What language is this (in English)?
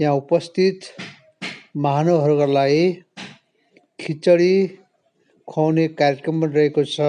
Nepali